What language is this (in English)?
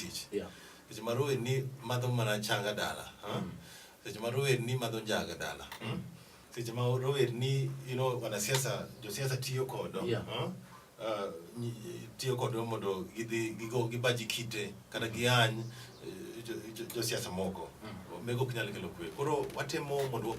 Luo (Kenya and Tanzania)